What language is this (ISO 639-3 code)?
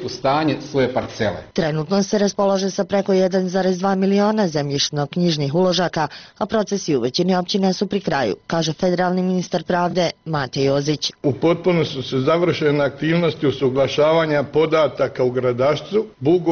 bos